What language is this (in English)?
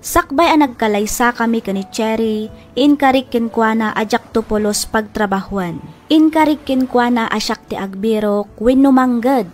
Iloko